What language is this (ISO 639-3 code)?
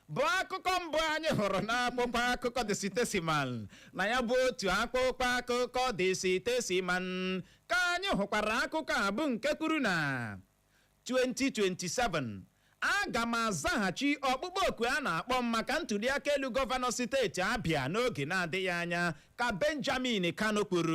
ibo